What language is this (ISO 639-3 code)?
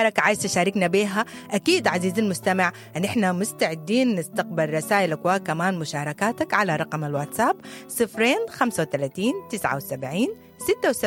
apd